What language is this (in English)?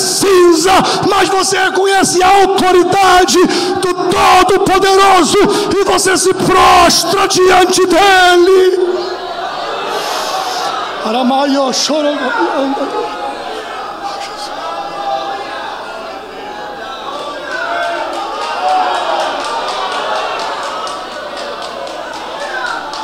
Portuguese